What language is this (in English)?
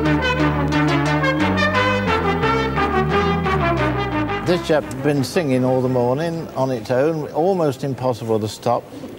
English